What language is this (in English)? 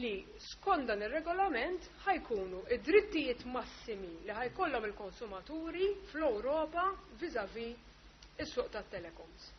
Maltese